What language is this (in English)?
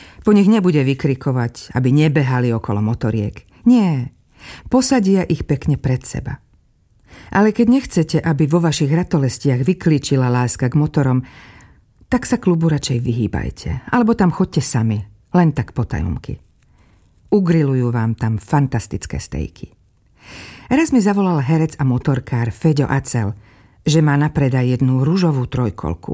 Slovak